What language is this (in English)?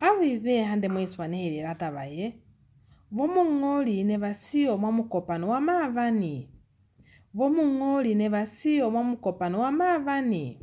Lozi